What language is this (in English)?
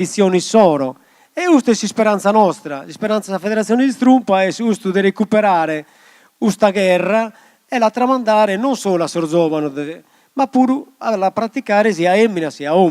Sardinian